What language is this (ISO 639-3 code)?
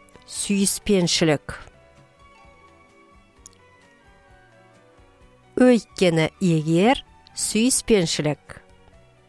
kaz